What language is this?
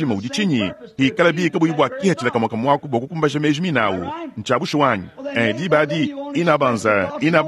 Luba-Lulua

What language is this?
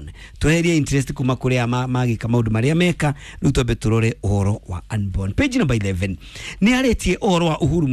Kikuyu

